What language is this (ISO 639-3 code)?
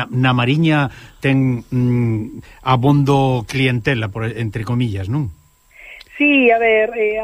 glg